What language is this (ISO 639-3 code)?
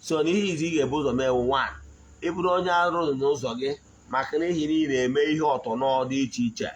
ibo